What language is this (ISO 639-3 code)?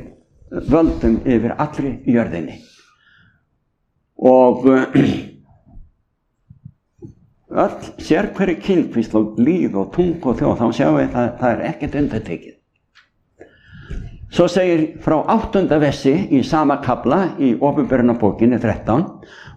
isl